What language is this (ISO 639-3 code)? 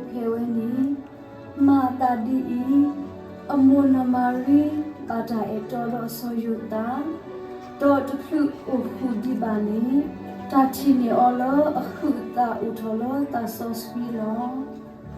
ksw